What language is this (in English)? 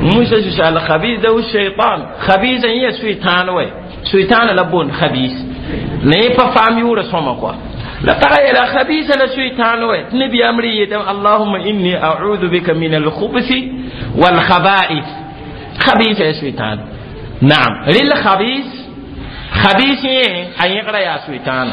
Mossi